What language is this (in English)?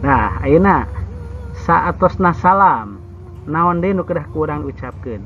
Sundanese